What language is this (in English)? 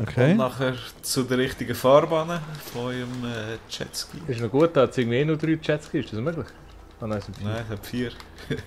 Swiss German